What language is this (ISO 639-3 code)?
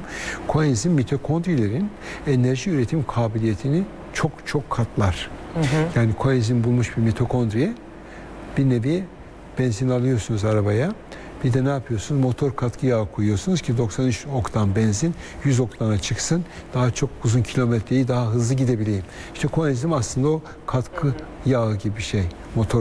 tur